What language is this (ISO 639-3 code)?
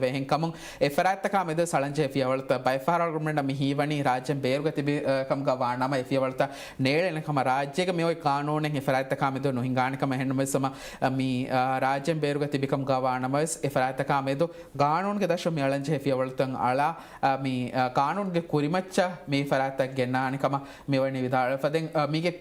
div